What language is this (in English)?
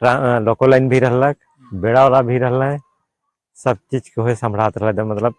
Sadri